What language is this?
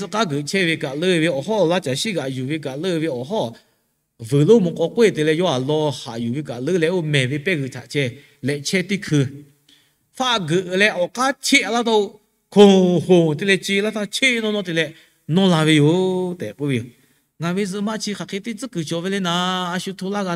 Lahu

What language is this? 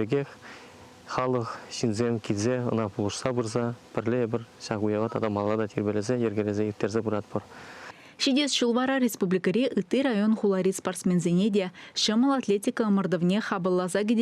Chuvash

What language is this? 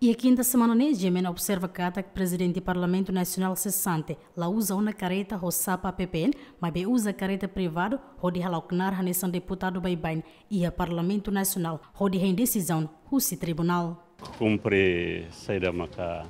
Tetum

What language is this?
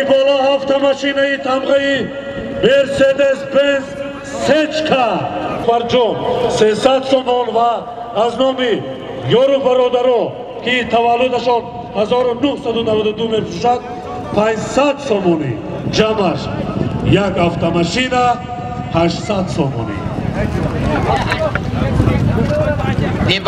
Tajik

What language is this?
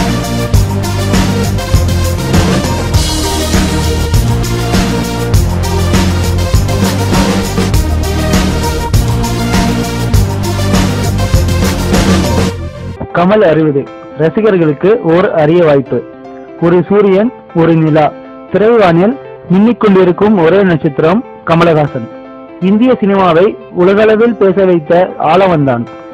Tamil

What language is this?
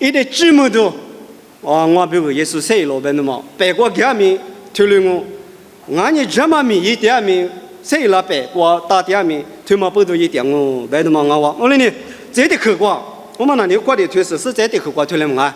Lisu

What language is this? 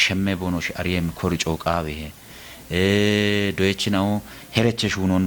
Kafa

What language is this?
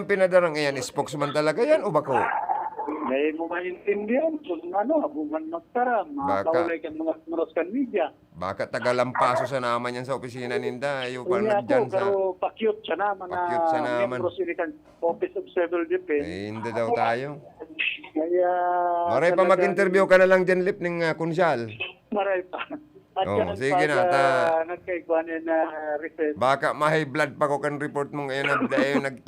Bikol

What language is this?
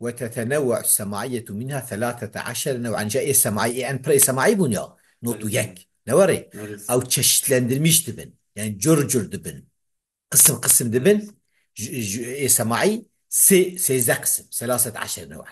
Kurdish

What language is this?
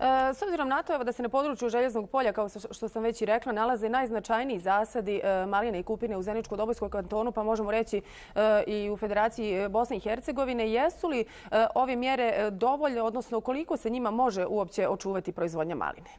Bosnian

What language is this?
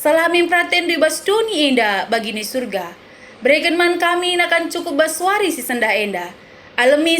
Batak Karo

